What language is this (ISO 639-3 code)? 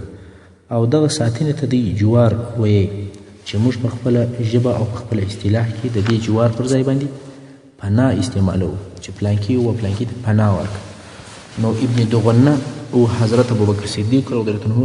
pus